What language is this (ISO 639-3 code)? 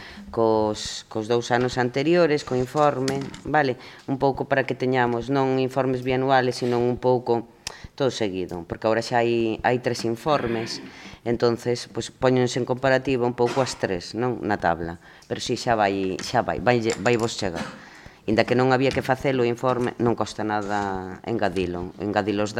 glg